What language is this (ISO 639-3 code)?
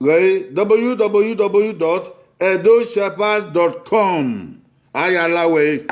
bin